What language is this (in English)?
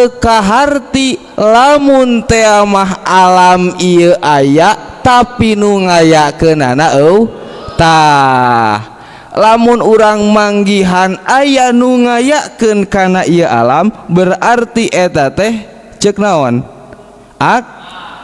Sundanese